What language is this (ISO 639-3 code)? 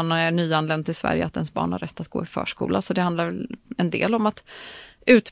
swe